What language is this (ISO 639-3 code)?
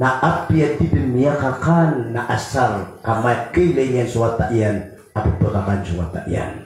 mrw